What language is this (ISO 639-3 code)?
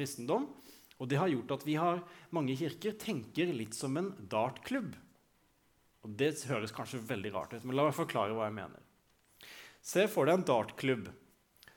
nor